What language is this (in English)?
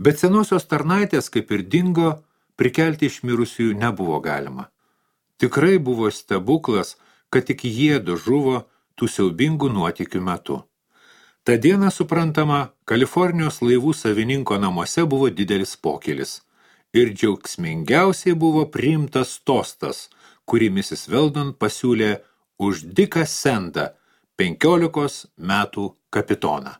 Lithuanian